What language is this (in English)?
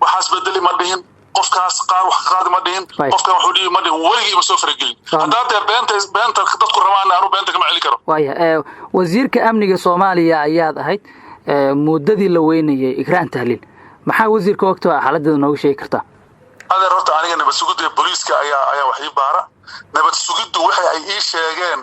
Somali